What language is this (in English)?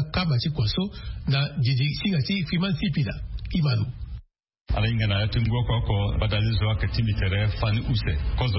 Sango